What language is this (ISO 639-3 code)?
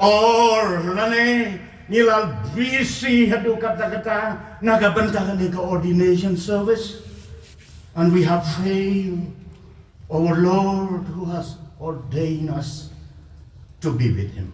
kha